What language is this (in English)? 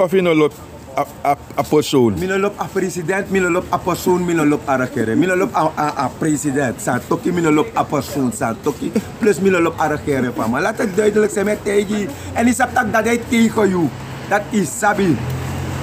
Sranan Tongo